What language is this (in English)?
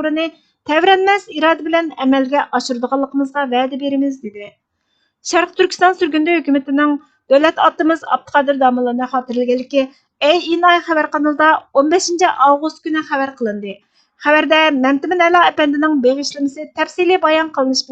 Uyghur